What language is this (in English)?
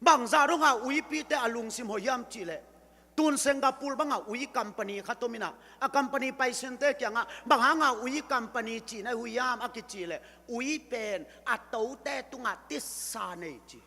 Tedim Chin